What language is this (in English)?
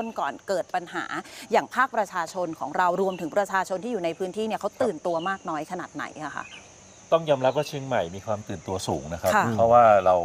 Thai